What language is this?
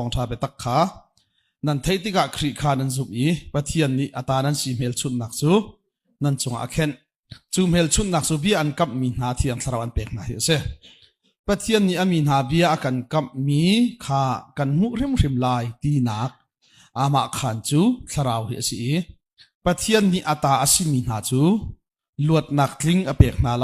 Hakha Chin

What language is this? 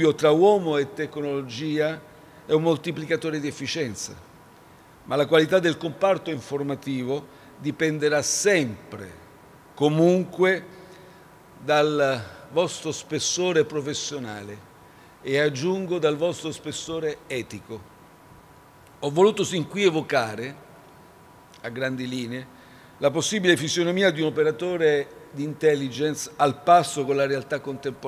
Italian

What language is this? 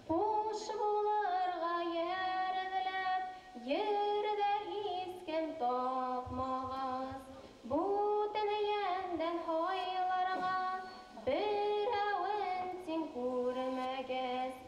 Bashkir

